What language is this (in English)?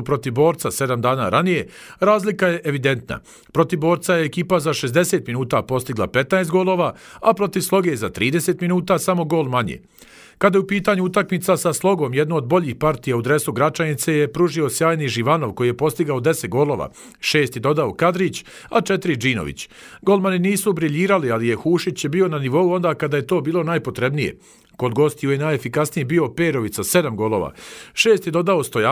Bosnian